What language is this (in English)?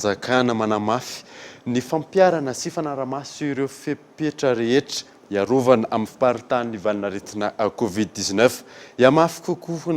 Malagasy